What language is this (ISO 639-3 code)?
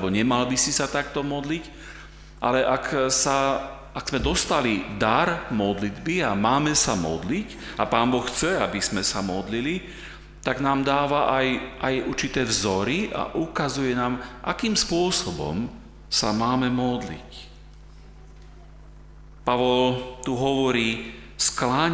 slk